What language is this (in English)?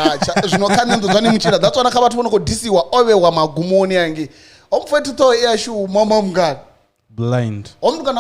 Venda